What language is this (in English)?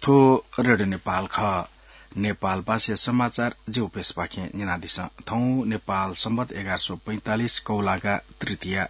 Newari